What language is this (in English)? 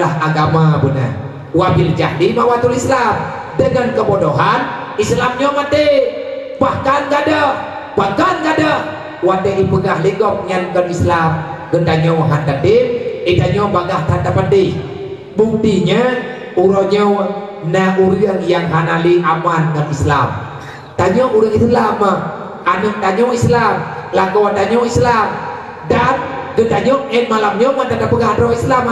Achinese